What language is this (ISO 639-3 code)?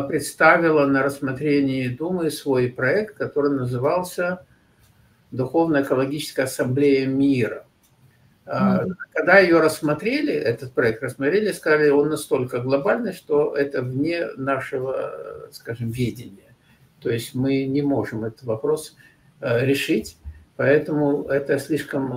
rus